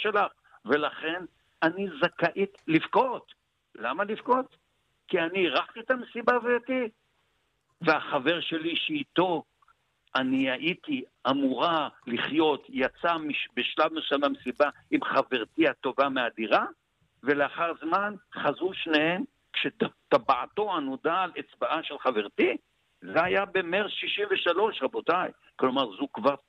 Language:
Hebrew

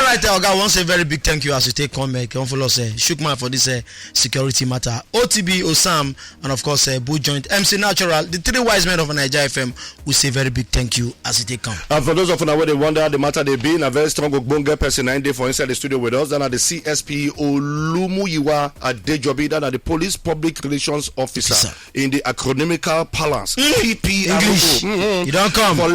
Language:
Nigerian Pidgin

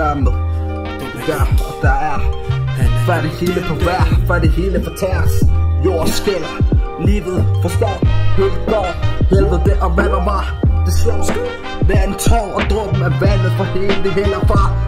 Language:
Danish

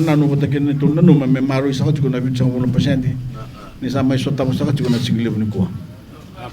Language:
Fijian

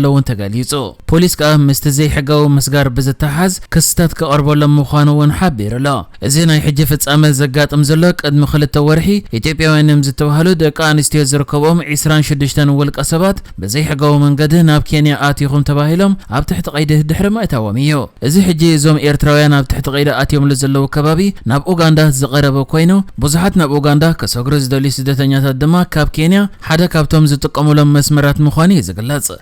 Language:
Tigrinya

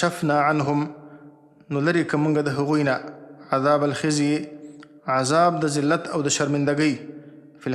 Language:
Pashto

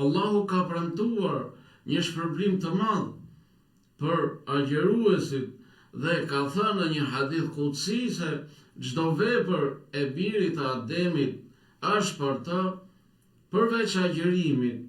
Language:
Albanian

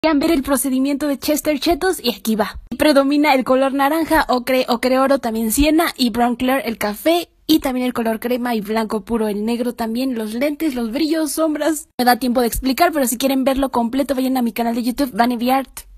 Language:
Spanish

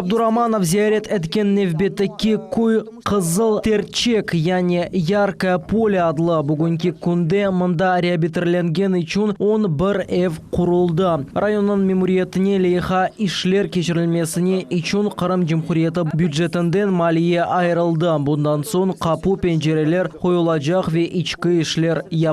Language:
Crimean Tatar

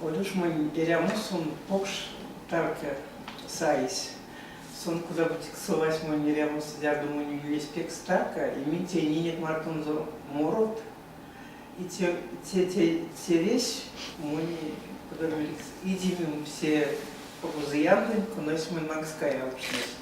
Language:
Erzya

